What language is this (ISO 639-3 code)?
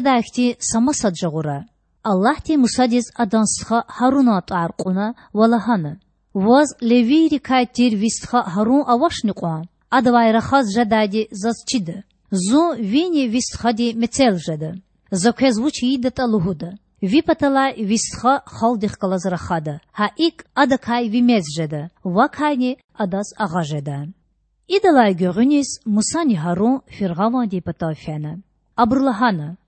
lez